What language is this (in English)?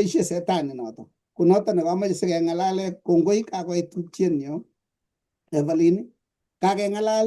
Kalenjin